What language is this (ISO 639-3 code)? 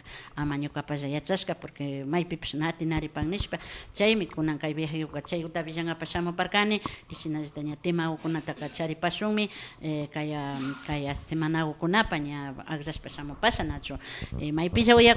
qvi